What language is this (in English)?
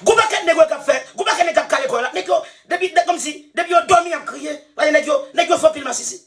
Haitian Creole